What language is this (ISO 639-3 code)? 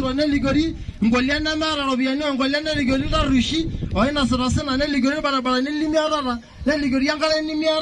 mas